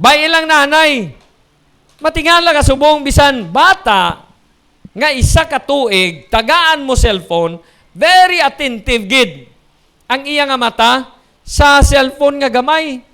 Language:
Hiligaynon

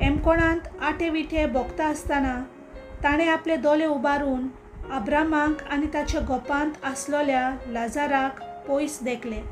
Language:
Konkani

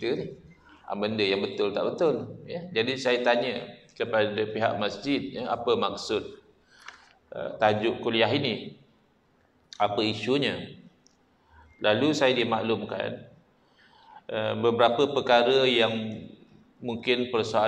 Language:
Malay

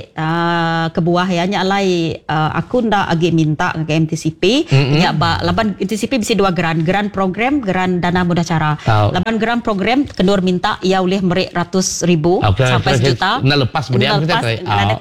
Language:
Iban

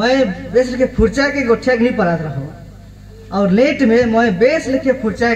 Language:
Sadri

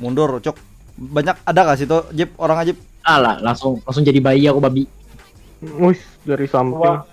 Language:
Banjar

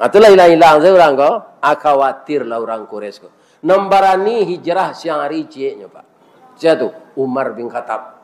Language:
Minangkabau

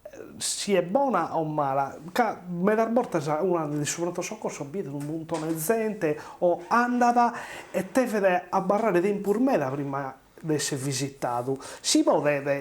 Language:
Sardinian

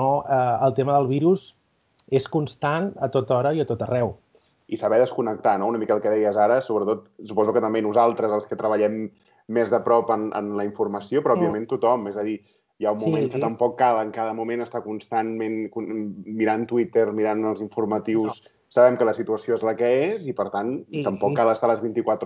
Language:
Catalan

